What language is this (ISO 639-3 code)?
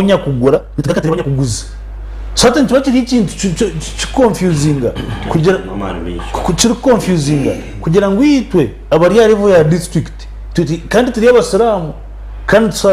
nyn